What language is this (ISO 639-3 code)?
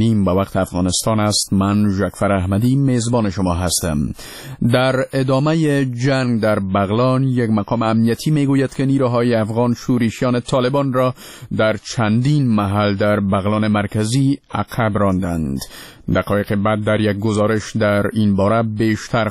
fas